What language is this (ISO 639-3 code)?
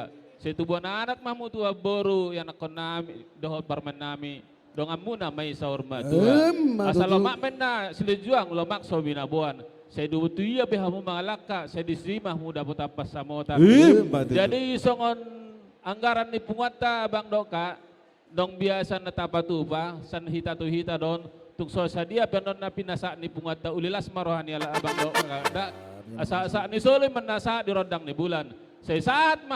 bbc